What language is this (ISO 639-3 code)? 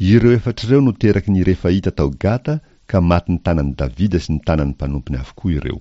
mlg